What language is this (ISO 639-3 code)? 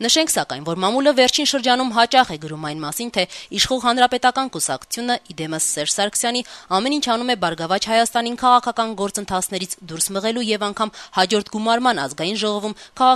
hye